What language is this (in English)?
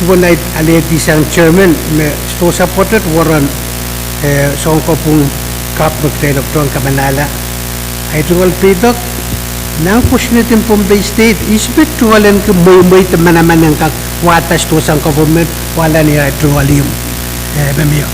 Pohnpeian